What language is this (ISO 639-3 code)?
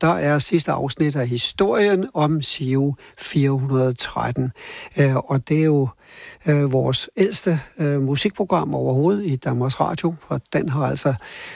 dan